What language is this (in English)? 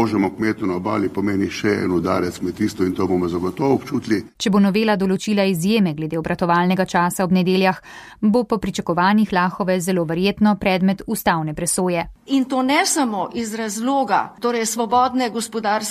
Slovenian